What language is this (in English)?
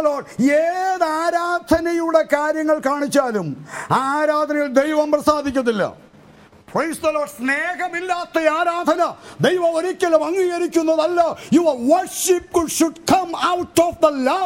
Malayalam